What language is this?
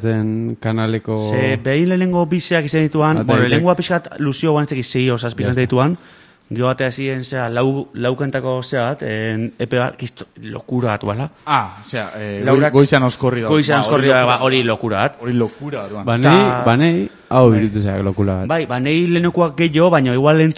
Basque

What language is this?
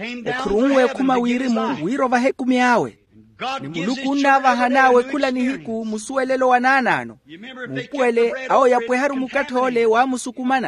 Makhuwa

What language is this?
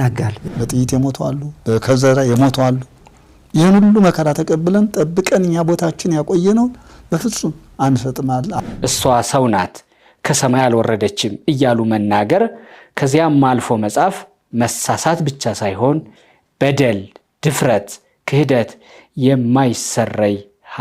Amharic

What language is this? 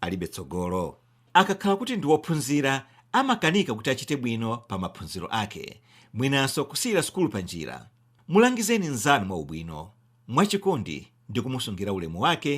Nyanja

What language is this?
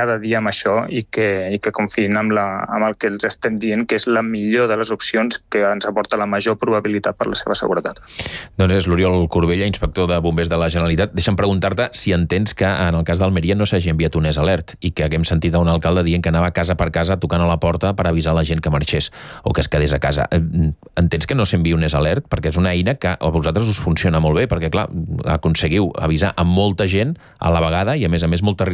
Catalan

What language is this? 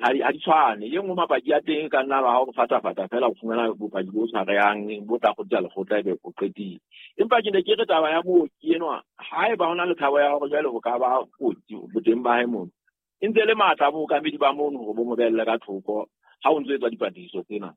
Southern Sotho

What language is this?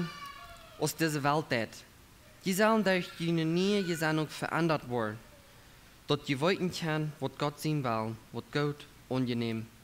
Plautdietsch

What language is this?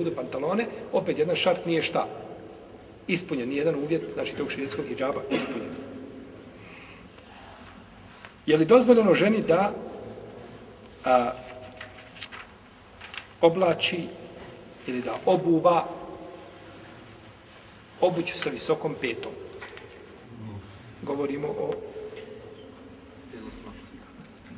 Bosnian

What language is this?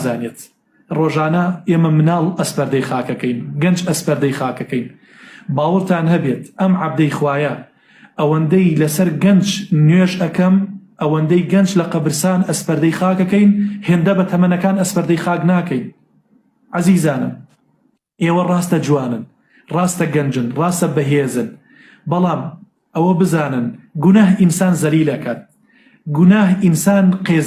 Central Kurdish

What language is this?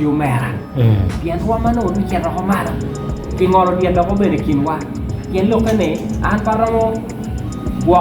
Acoli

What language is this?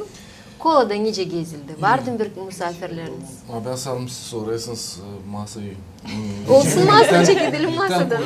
Gagauz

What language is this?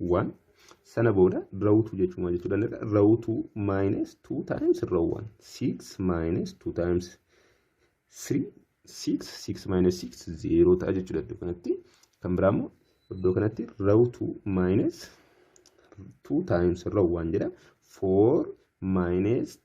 Oromo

